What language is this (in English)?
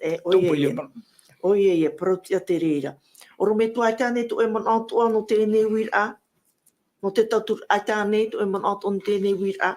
Tahitian